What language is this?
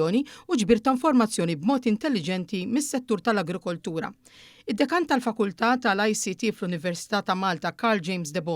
Maltese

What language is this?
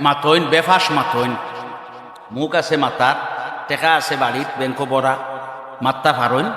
Sylheti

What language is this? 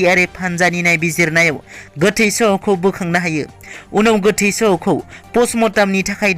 Bodo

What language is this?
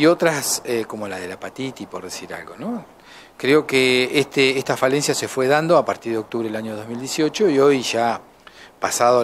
Spanish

